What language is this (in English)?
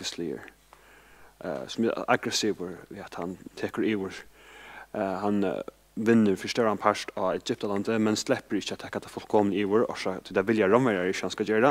Faroese